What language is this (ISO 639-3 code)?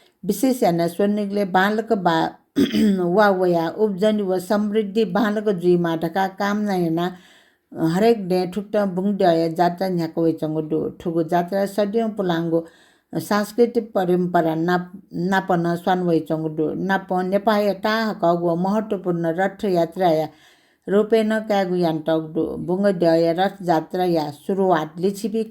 new